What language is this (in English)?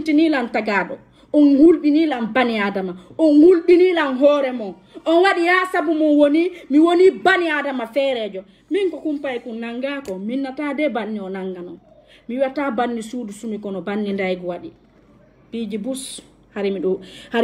French